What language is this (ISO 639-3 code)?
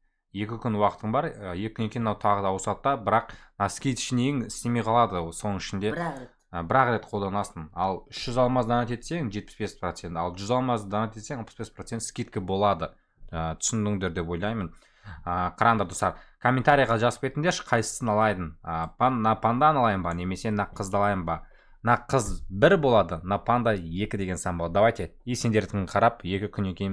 kaz